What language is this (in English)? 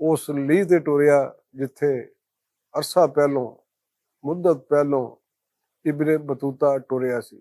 Western Panjabi